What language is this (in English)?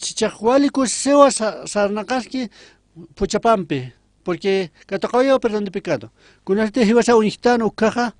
Aymara